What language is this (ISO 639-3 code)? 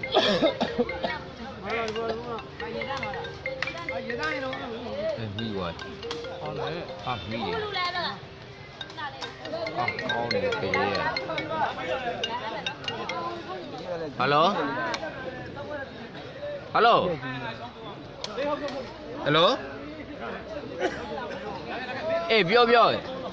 mya